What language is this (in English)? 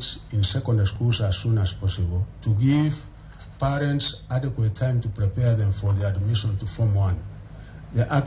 Luo (Kenya and Tanzania)